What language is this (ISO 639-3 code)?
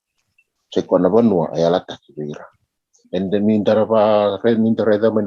fij